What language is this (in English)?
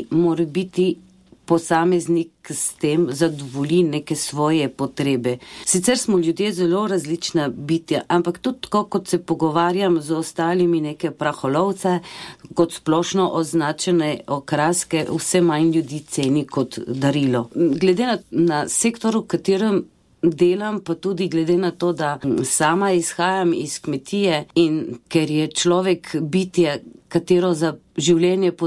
Slovenian